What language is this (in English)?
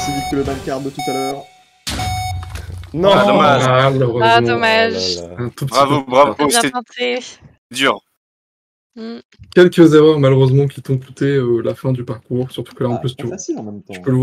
French